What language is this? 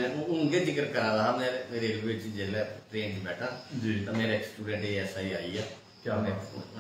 Dogri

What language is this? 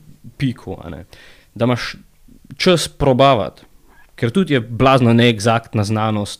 Slovenian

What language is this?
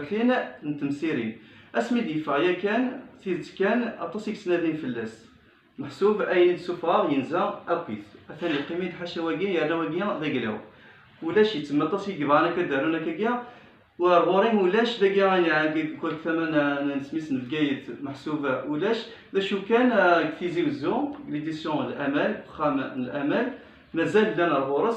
Kabyle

